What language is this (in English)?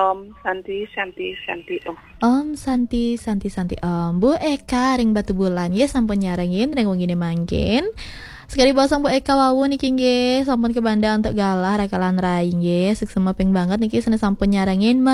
Balinese